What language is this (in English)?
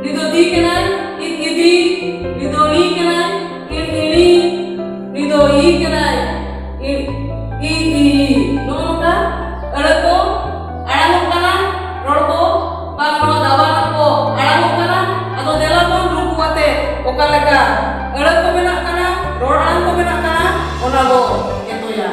Santali